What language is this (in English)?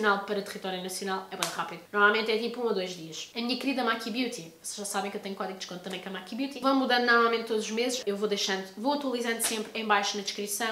Portuguese